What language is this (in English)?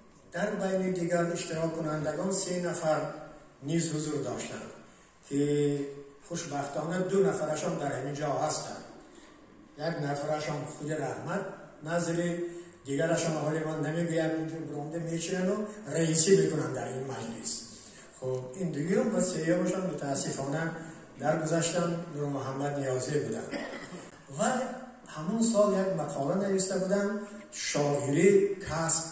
Tajik